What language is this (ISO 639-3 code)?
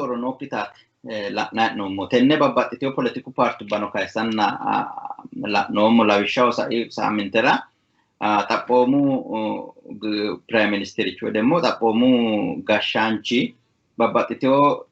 sid